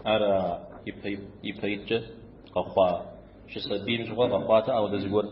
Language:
Kabardian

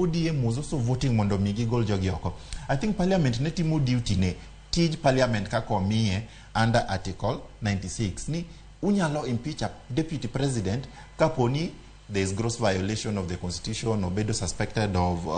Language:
Luo (Kenya and Tanzania)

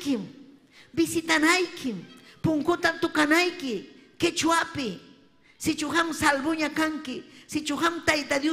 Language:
Ayacucho Quechua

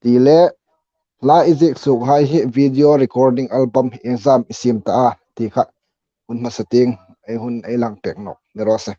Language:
Hmar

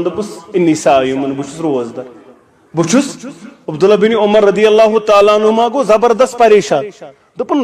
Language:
Kashmiri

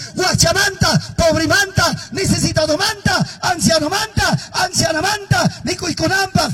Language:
Quechua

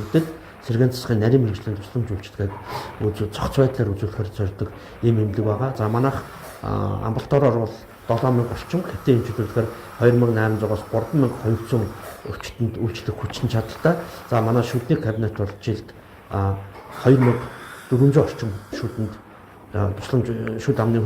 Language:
Mongolian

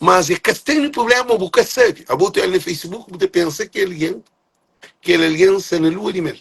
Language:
Kabuverdianu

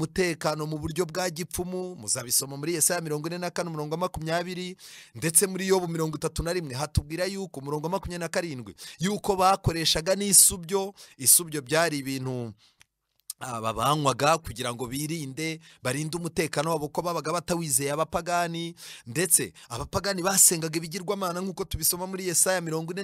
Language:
Kinyarwanda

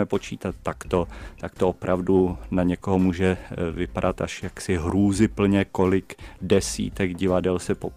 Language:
Czech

